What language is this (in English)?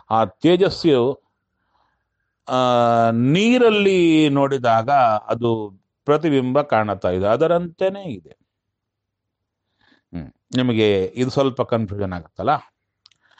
Kannada